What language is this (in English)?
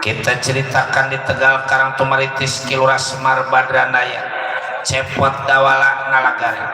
Betawi